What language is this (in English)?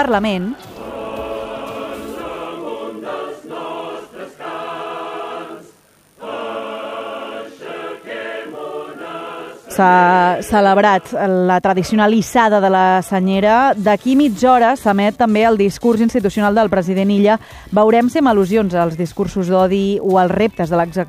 Catalan